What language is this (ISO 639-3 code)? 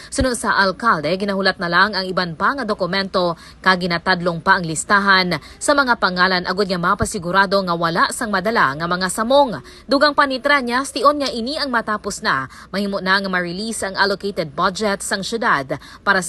hil